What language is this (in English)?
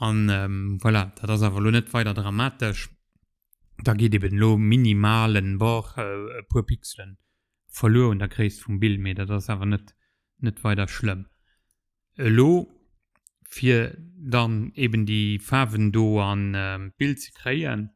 Luxembourgish